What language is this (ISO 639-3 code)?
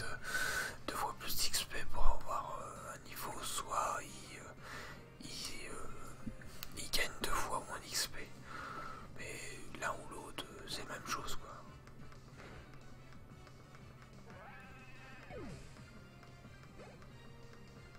fra